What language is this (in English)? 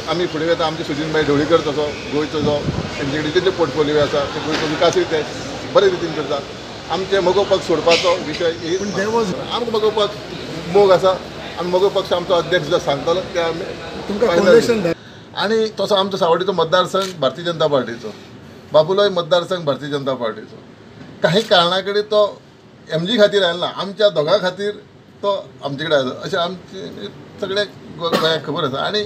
Konkani